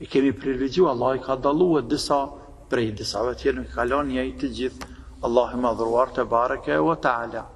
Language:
Albanian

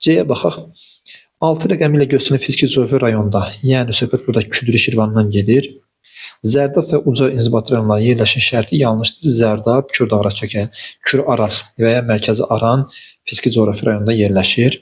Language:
Azerbaijani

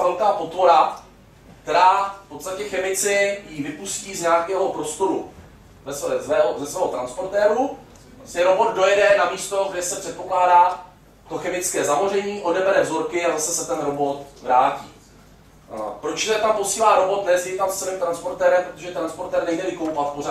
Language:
Czech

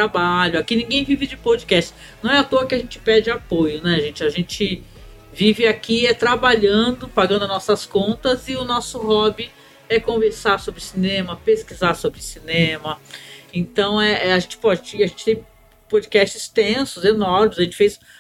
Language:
Portuguese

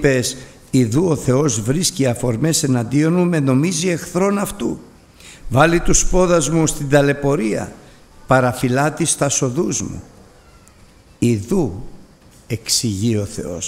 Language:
Greek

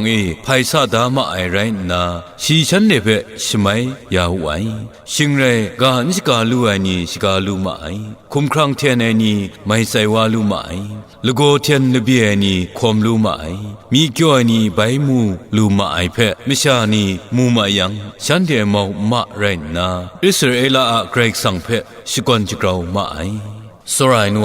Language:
Kachin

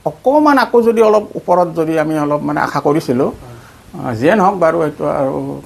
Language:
Assamese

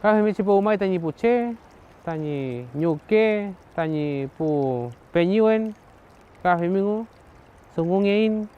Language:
Mapuche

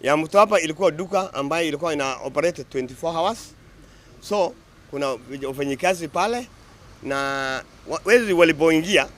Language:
Swahili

